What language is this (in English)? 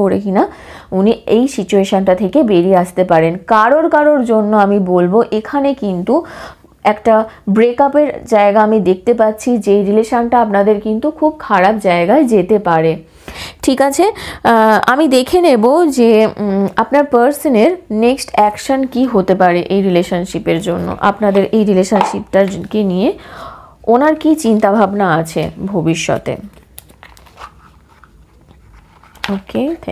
Bangla